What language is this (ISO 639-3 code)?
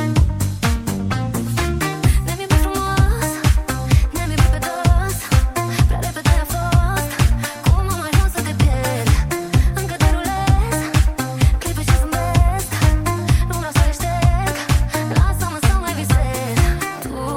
ron